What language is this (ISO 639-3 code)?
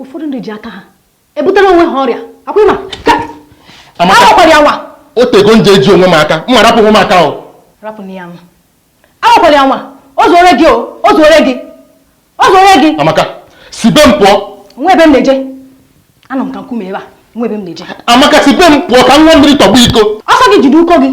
ibo